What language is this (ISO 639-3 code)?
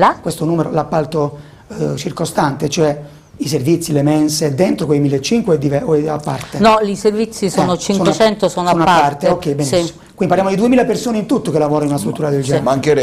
ita